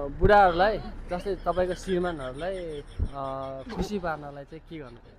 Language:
Nepali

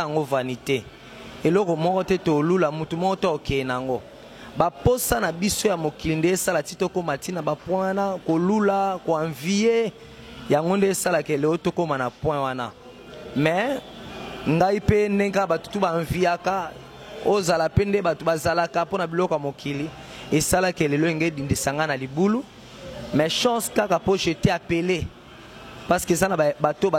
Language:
Lingala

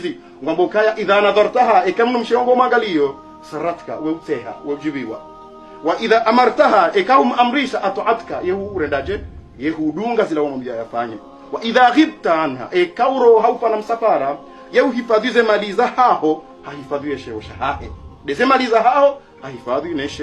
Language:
Ngazidja Comorian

